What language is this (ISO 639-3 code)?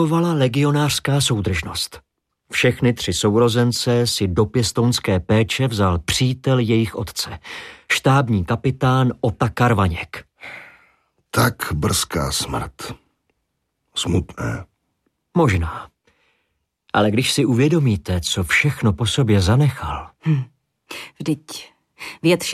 ces